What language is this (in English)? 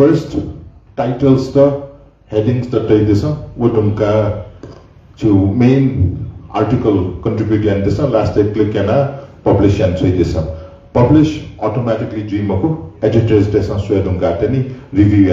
Newari